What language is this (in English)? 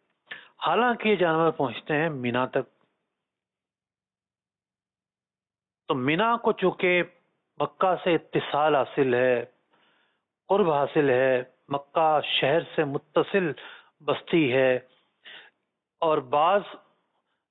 Urdu